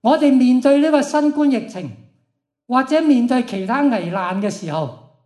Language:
Cantonese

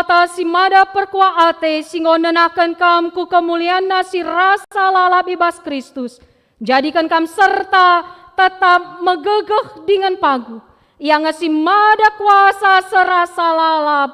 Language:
Batak Karo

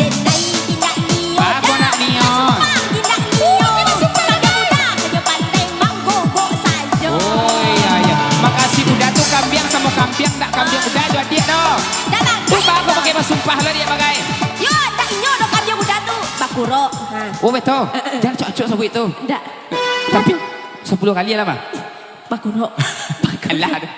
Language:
Minangkabau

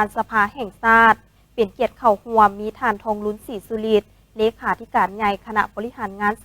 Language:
Lao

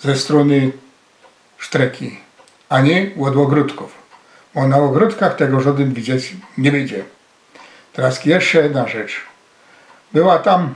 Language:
Silesian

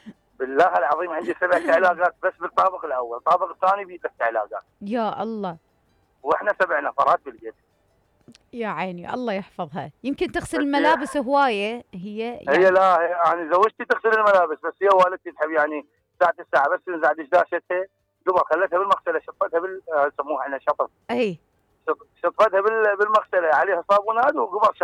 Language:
Mesopotamian Arabic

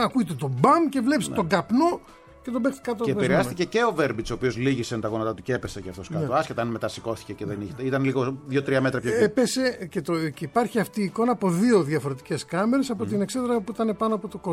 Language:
Greek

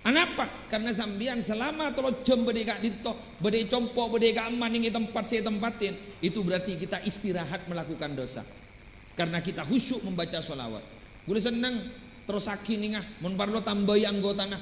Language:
Madurese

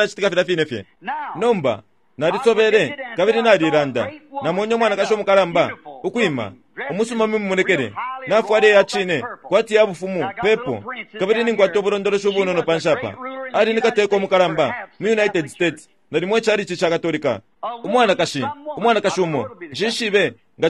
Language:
Bemba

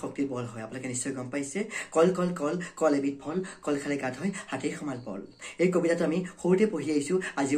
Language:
Assamese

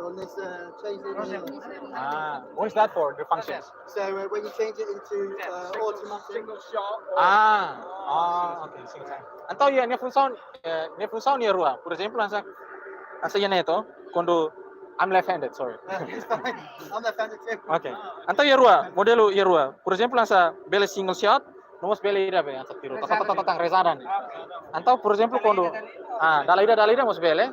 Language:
Tetum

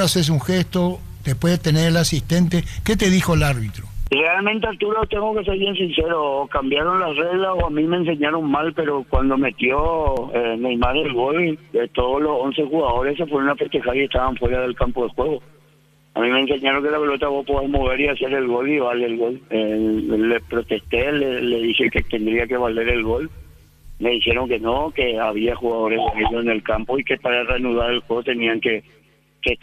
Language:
Spanish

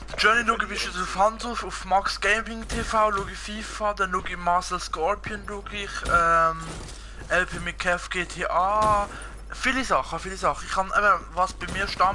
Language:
Swiss German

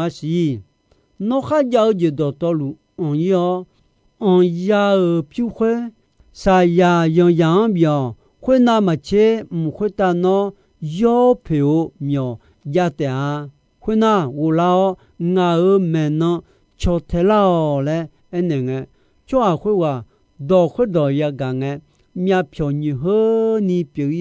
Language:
Akha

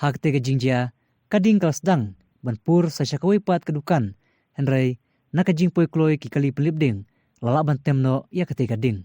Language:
Khasi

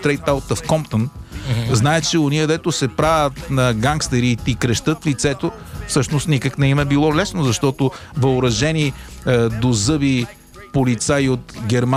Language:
Bulgarian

